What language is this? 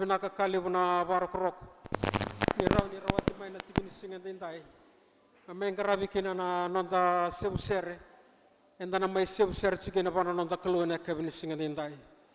Fijian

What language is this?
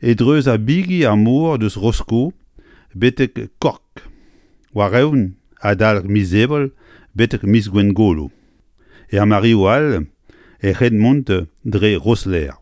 Breton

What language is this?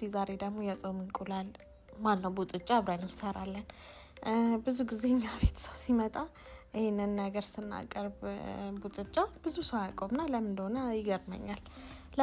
Amharic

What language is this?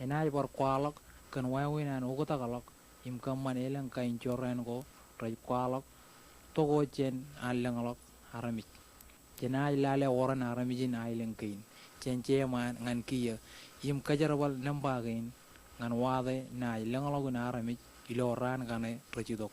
Marshallese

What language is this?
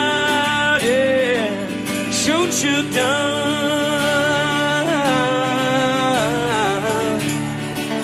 English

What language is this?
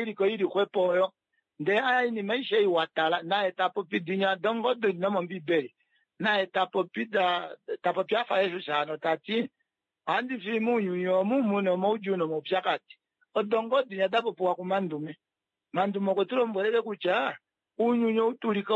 Kuanyama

